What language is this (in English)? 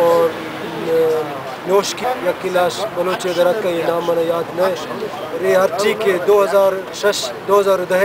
Baluchi